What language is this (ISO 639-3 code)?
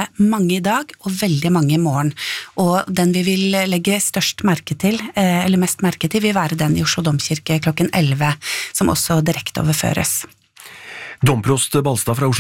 nor